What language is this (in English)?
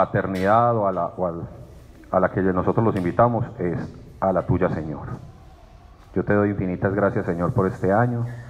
Spanish